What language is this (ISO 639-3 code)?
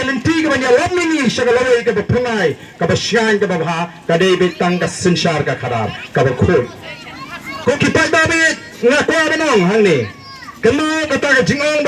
kha